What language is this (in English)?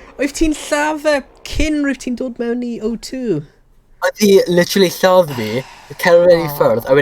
Welsh